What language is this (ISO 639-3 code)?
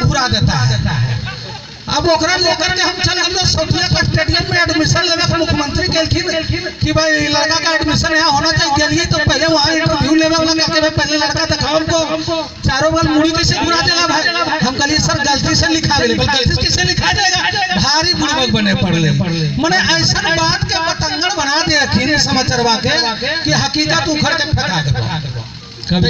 mag